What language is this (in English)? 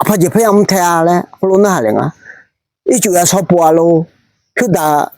Akha